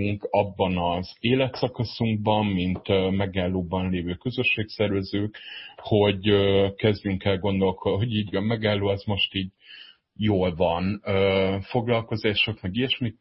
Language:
Hungarian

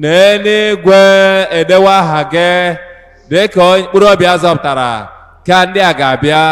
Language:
Igbo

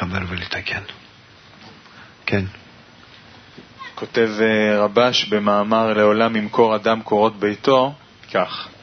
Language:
Hebrew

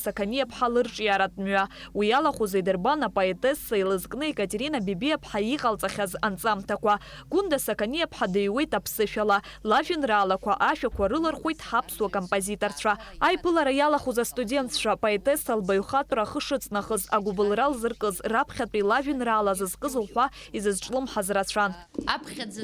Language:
Abkhazian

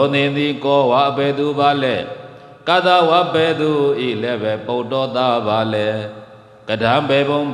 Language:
Burmese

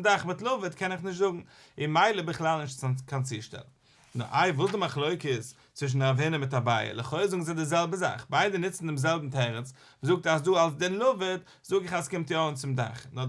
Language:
Yiddish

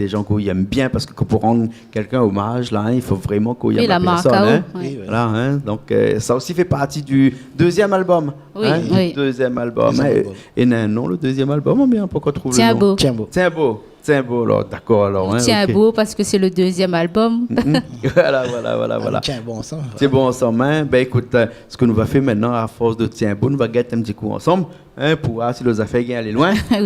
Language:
Réunion Creole French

